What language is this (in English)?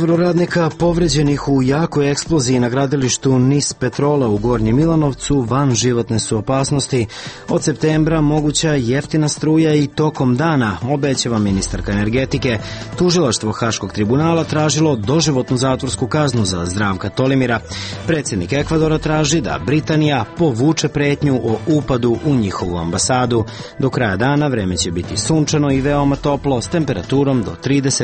Serbian